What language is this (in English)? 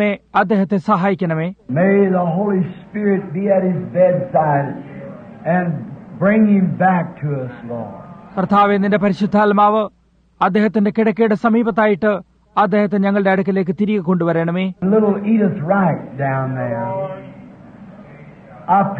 Malayalam